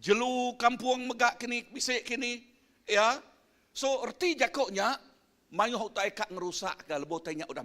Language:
Iban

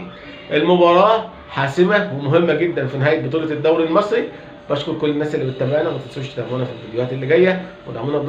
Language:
Egyptian Arabic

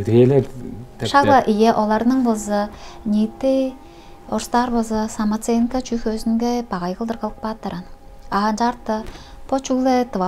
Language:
Tuvinian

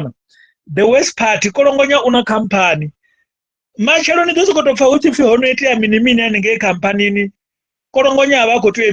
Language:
Venda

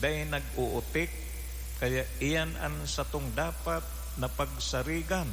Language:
Bikol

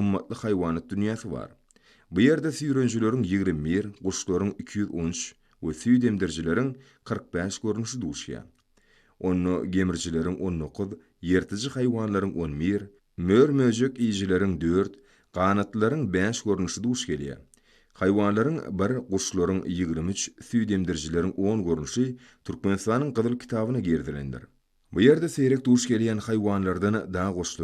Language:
Turkmen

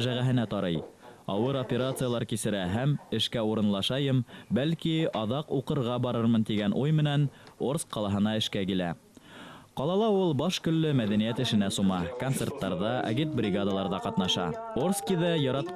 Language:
Bashkir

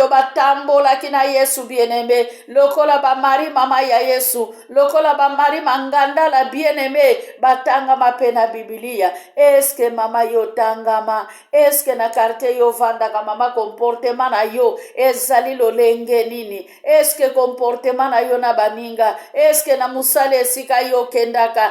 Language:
Lingala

